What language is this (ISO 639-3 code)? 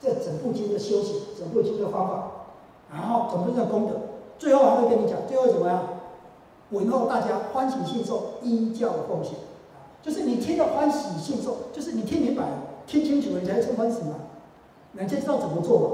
zho